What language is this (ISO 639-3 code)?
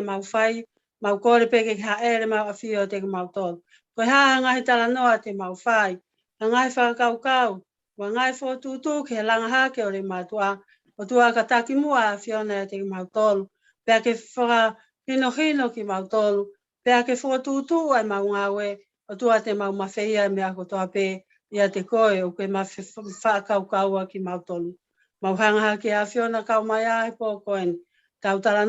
ton